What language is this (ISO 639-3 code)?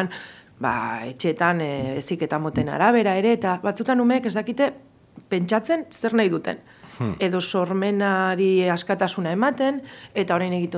eus